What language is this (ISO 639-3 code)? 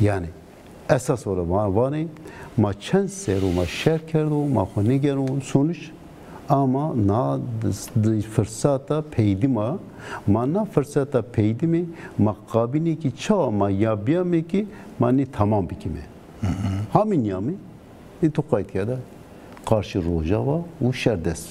zza